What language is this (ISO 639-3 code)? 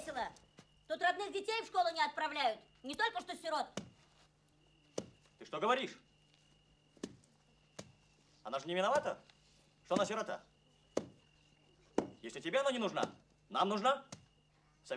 rus